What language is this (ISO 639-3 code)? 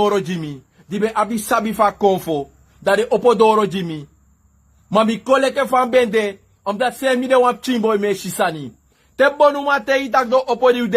srn